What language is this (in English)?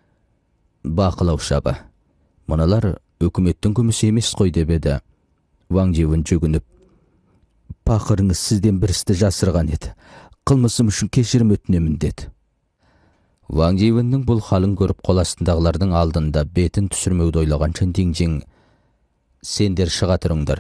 Kazakh